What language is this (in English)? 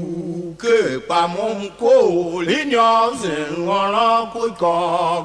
Tiv